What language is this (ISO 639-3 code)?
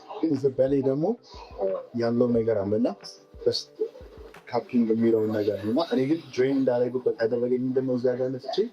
amh